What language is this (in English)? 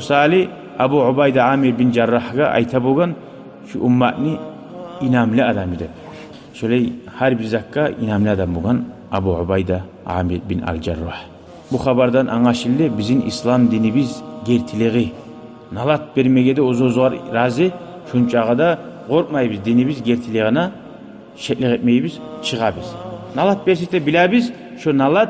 Kumyk